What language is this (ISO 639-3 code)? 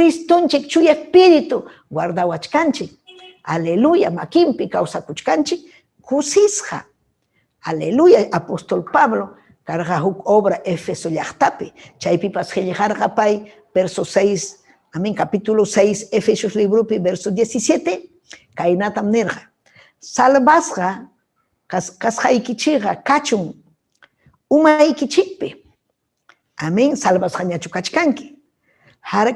quy